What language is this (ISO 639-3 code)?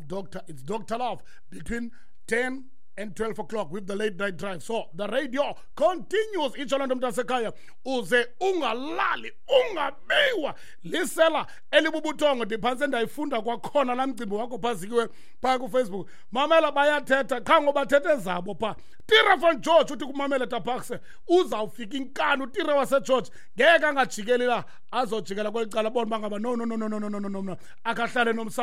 xho